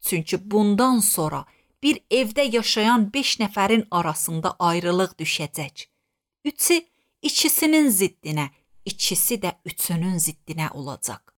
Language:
Azerbaijani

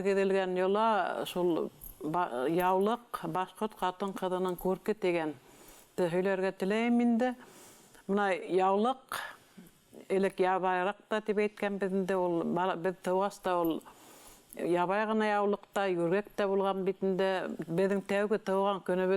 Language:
Bashkir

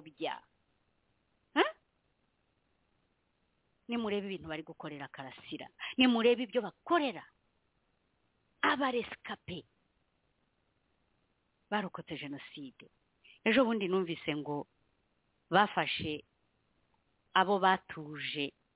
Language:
Kinyarwanda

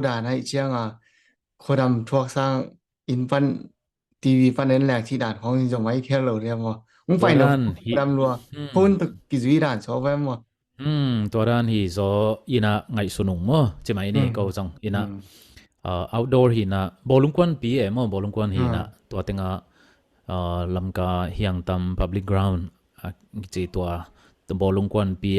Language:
Tedim Chin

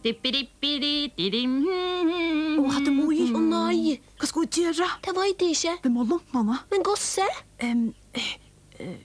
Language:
Faroese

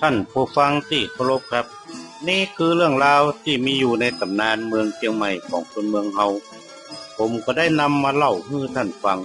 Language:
Northern Thai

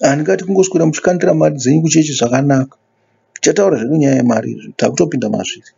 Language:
Shona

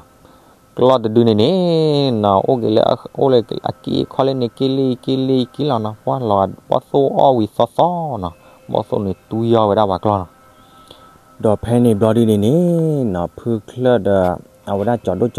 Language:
S'gaw Karen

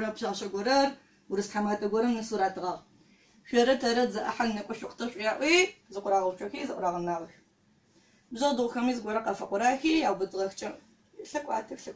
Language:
Adyghe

